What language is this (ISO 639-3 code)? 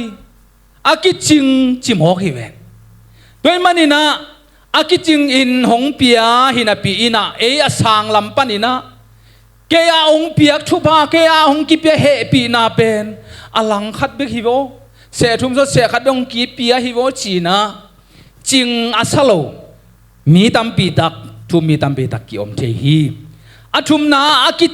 ctd